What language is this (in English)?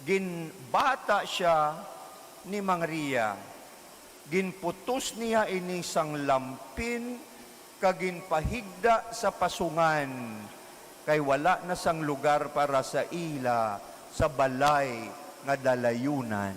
Hiligaynon